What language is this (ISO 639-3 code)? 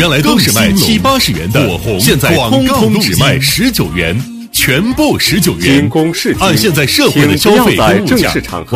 zho